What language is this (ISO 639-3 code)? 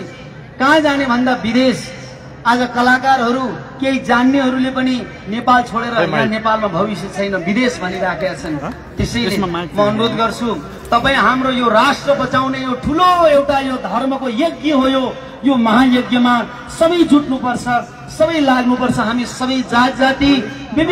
nep